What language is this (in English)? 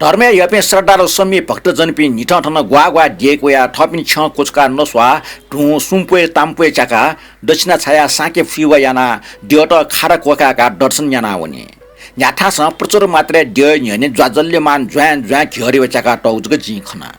Newari